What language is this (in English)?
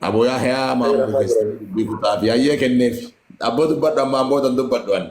Oromo